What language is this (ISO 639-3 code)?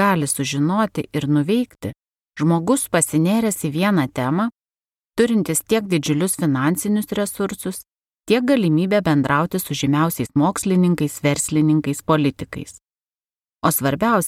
lit